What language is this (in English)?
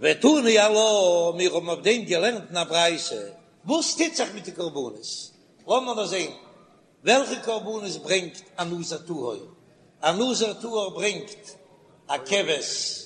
Yiddish